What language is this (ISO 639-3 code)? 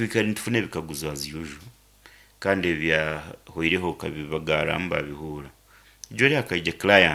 nyn